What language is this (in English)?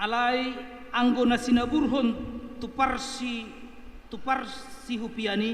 Batak Toba